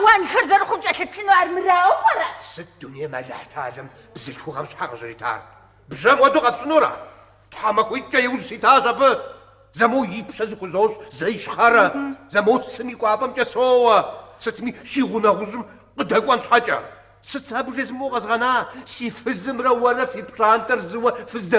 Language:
Kabardian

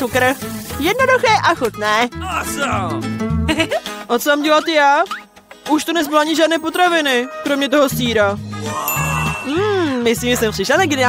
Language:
Czech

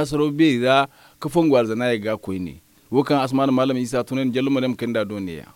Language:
Zarma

